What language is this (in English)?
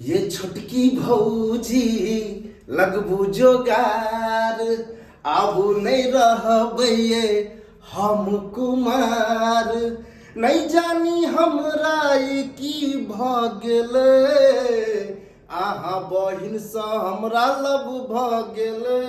Maithili